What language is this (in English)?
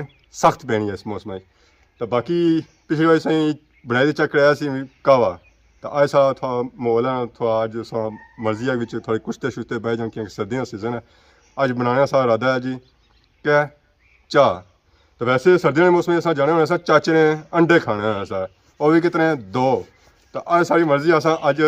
Pahari-Potwari